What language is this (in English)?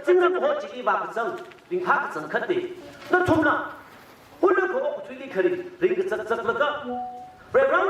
Tangkhul Naga (India)